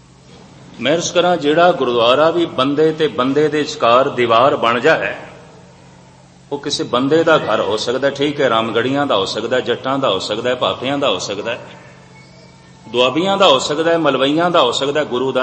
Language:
Punjabi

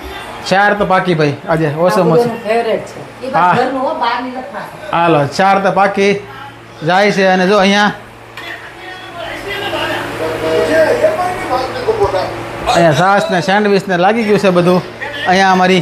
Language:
Gujarati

